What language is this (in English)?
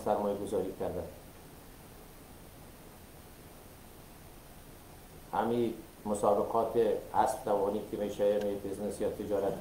Persian